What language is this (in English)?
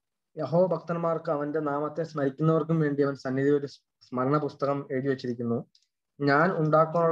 Malayalam